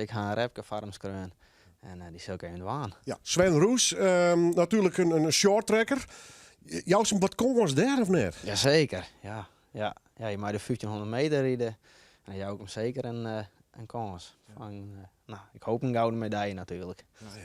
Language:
Western Frisian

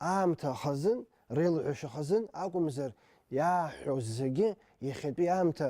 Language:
Abkhazian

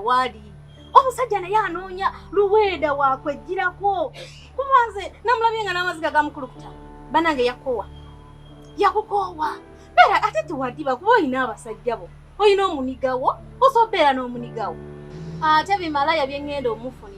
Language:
Ganda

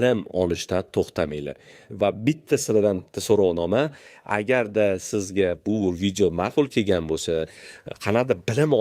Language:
Uzbek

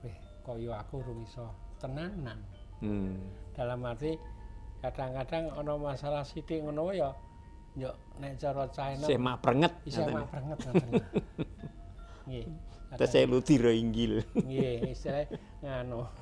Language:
Javanese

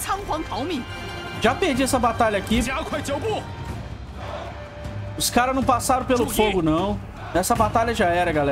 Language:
Portuguese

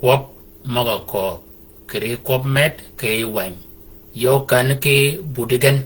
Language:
Shilluk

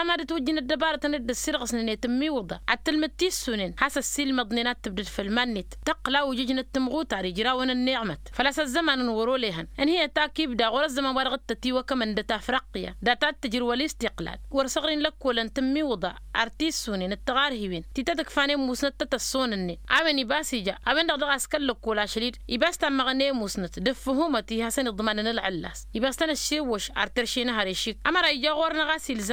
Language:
Tamasheq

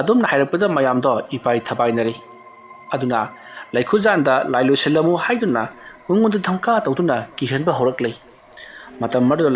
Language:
Manipuri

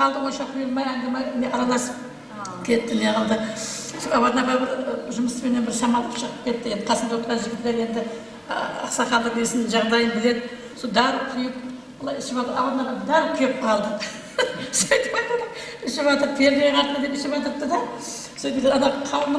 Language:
Kara-Kalpak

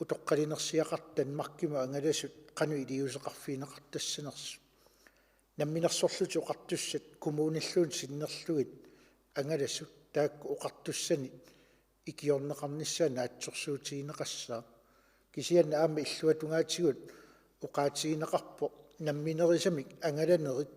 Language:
Kalaallisut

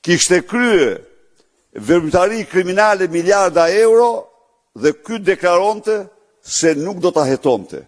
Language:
Albanian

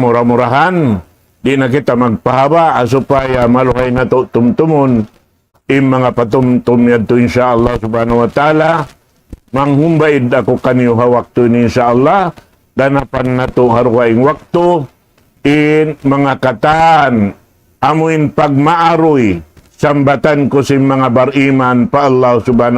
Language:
Tausug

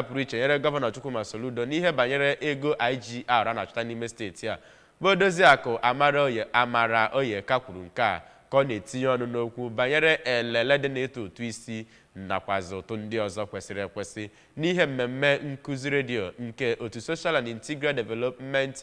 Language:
Igbo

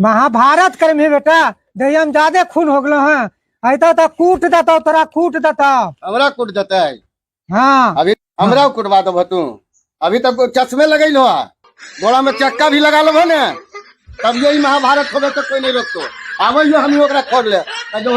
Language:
Magahi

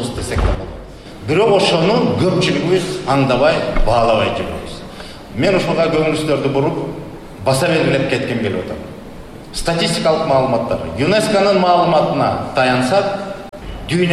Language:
Kyrgyz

